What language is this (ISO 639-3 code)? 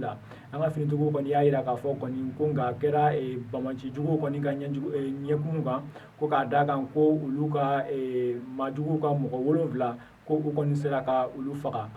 bam